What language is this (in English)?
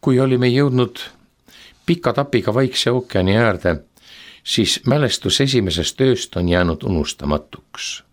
Estonian